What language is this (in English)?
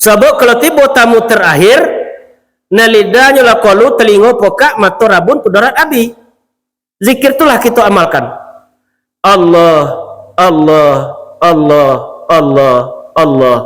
Minangkabau